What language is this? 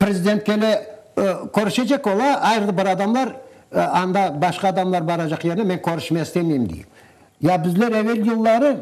Crimean Tatar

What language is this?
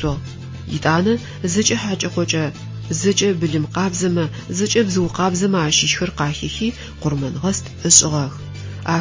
Adyghe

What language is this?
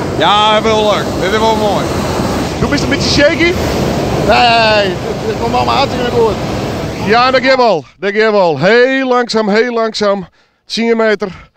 Western Frisian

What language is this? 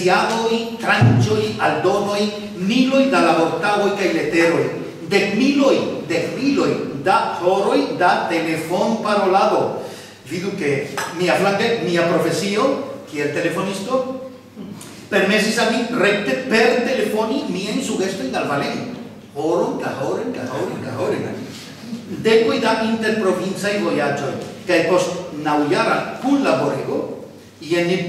Esperanto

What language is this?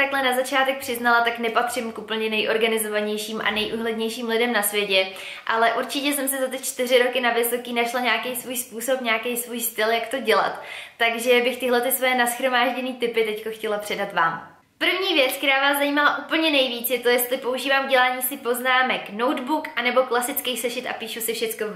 Czech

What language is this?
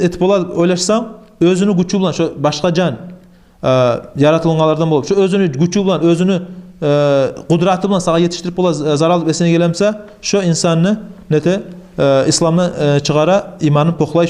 Kumyk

